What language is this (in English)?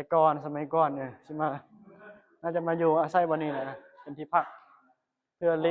Northeastern Thai